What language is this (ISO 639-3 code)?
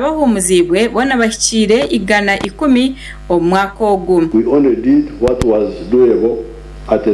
nyn